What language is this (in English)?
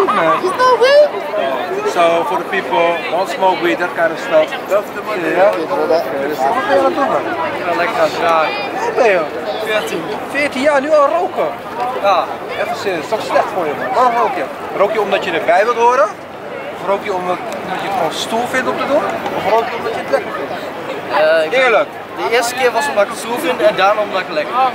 Dutch